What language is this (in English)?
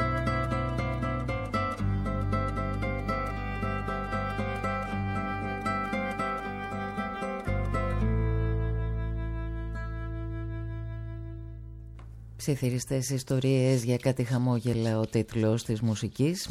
Greek